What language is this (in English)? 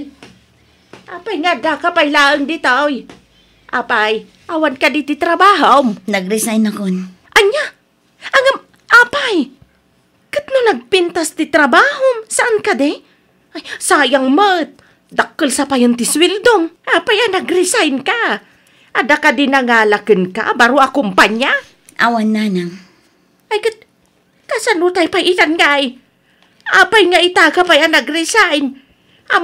Iloko